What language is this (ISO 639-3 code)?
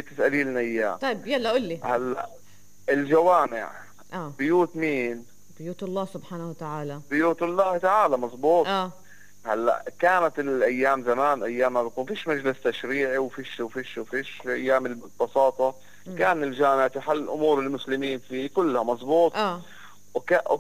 apc